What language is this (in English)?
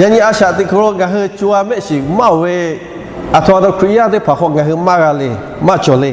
Lahu